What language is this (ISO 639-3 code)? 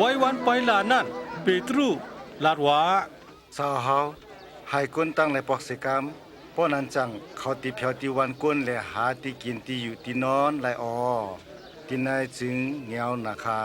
shn